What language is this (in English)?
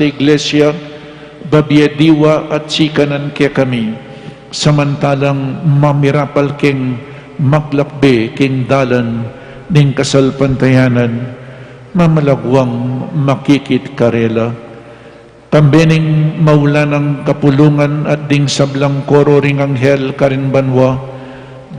Pampanga